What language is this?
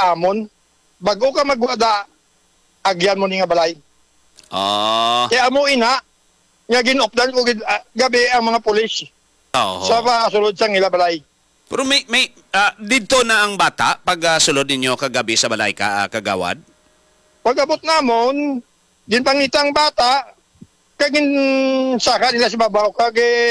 Hiligaynon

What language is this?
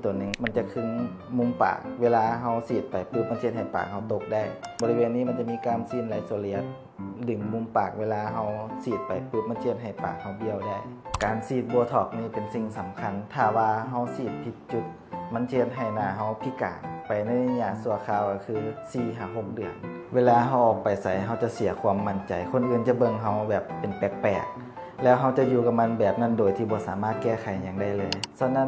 Lao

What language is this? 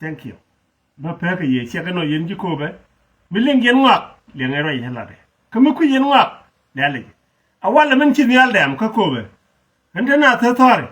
Nuer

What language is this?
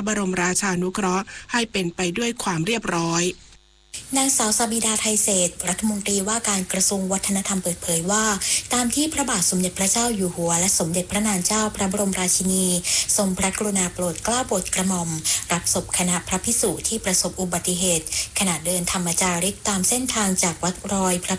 Thai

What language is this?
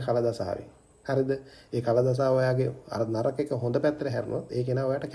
Sinhala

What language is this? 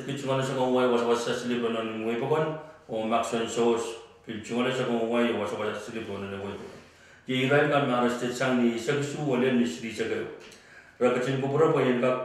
Pohnpeian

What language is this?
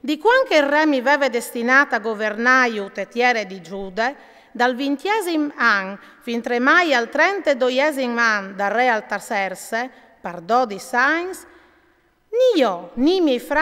Friulian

